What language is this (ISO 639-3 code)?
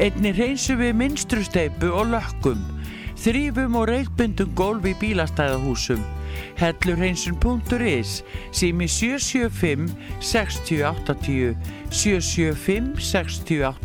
isl